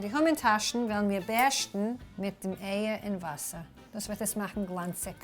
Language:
Yiddish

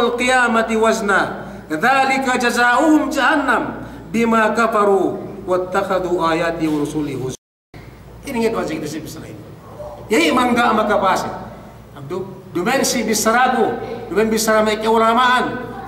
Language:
Yakan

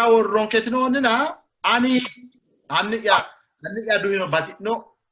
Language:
Sidamo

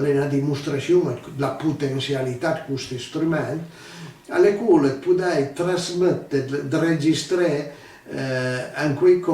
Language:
Piedmontese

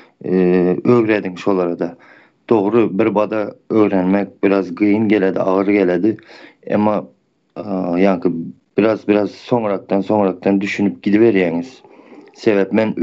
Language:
Turkmen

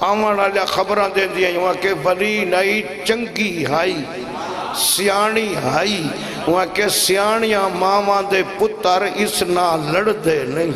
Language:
Saraiki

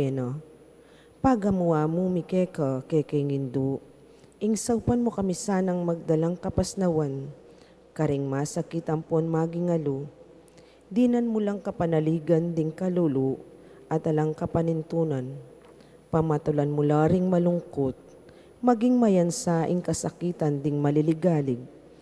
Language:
Pampanga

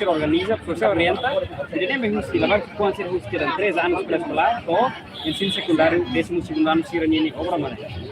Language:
Tetum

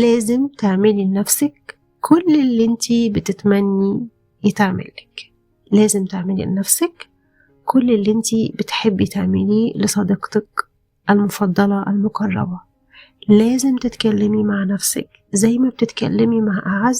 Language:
Egyptian Arabic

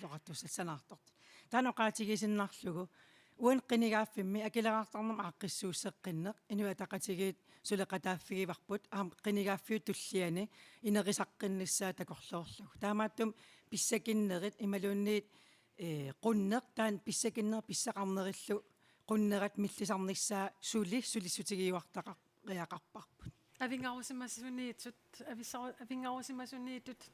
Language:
Kalaallisut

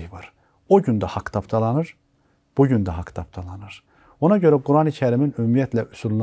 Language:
Azerbaijani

